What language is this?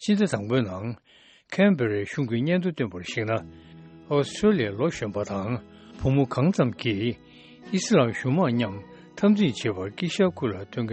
Tibetan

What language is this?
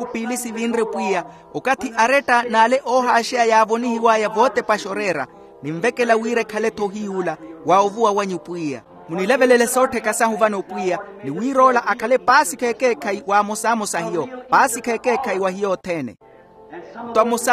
Makhuwa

